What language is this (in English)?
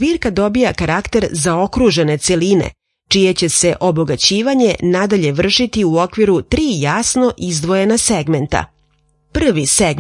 Serbian